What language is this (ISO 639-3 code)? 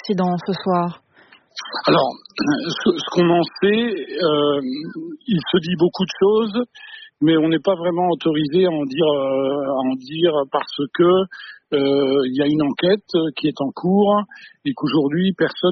fra